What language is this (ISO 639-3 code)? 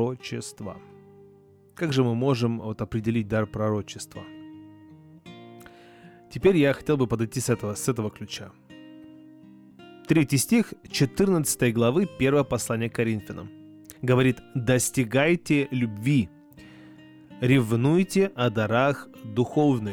rus